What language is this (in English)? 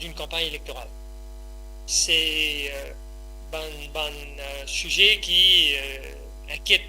Morisyen